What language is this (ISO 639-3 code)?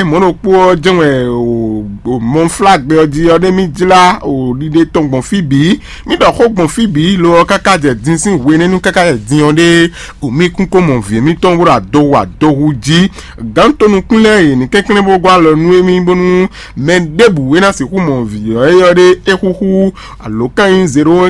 fon